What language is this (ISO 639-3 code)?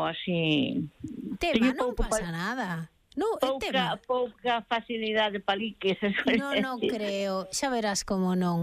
glg